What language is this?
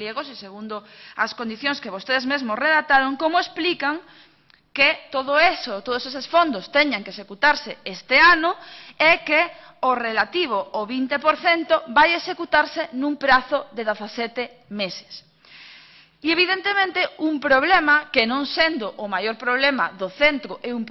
Galician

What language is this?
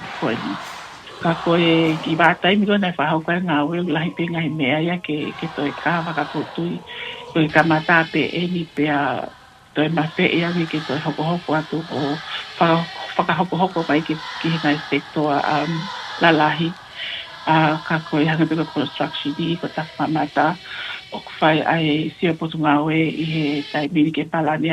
Tongan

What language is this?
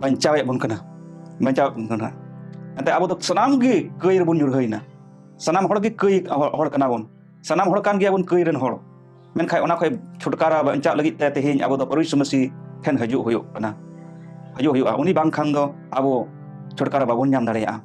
Santali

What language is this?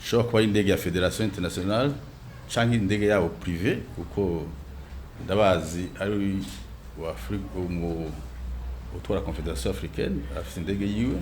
Rundi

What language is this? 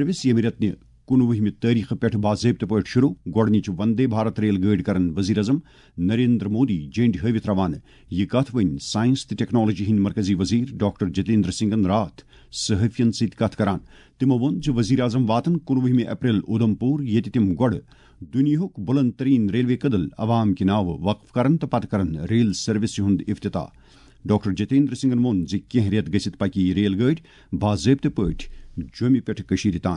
Kashmiri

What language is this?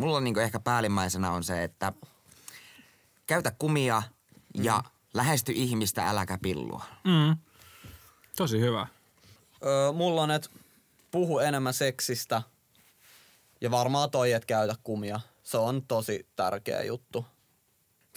Finnish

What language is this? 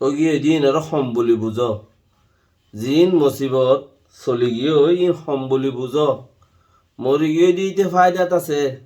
Rohingya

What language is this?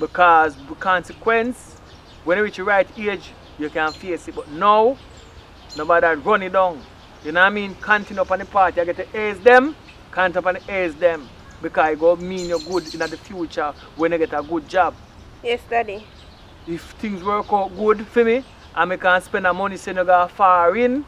Jamaican Creole English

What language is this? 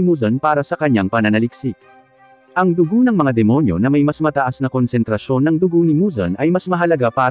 Filipino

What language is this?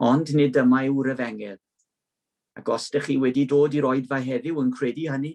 Welsh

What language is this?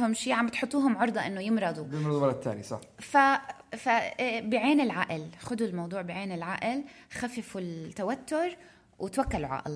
North Levantine Arabic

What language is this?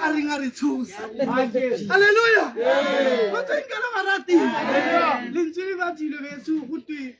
Tswana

